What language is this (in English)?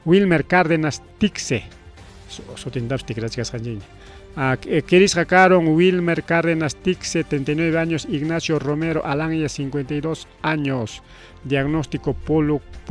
Ayacucho Quechua